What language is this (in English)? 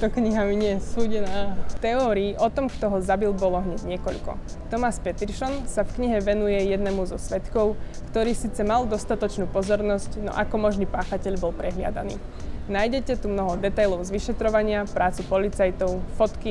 Slovak